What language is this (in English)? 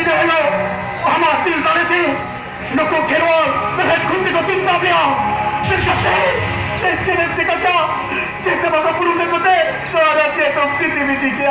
Santali